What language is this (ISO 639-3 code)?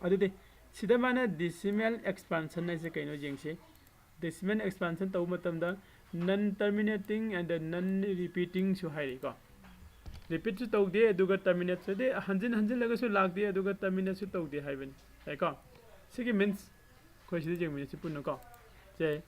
mni